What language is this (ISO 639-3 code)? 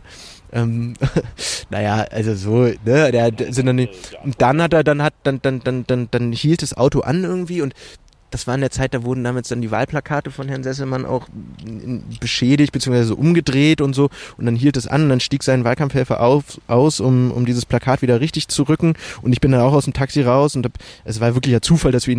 deu